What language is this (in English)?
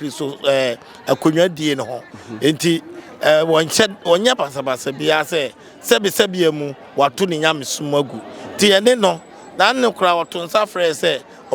Akan